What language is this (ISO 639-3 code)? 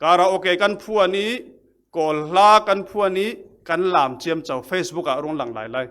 cfm